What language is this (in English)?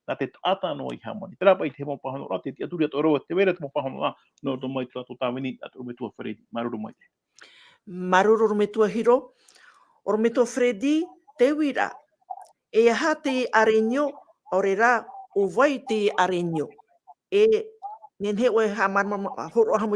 Tahitian